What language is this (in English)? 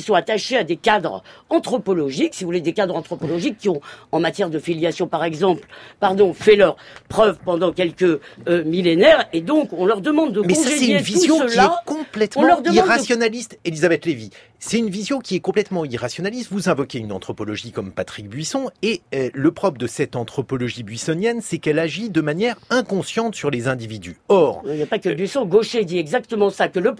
French